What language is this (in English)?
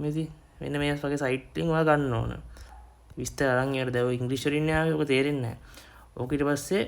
Sinhala